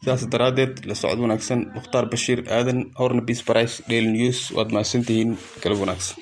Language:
Somali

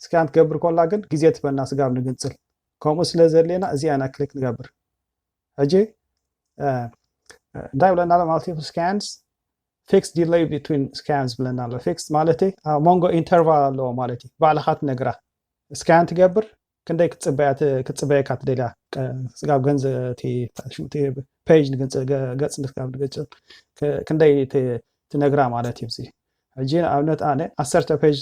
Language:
Tigrinya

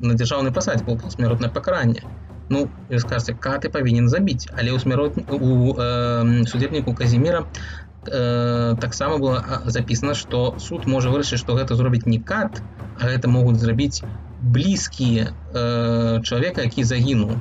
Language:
Belarusian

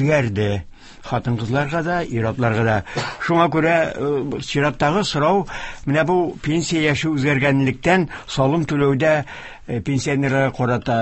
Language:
Tatar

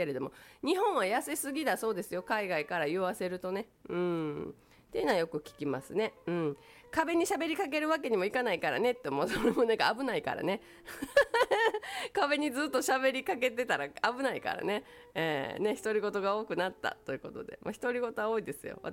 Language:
Japanese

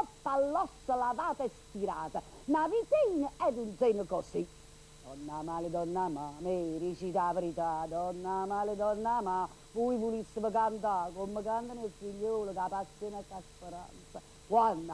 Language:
Neapolitan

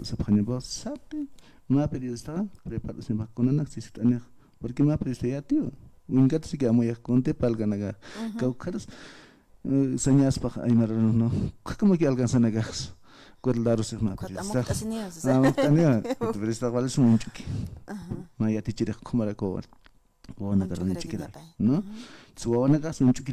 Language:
Aymara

